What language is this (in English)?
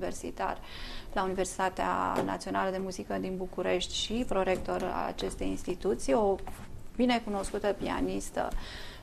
Romanian